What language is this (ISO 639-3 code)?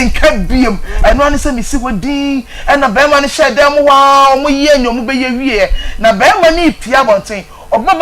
aka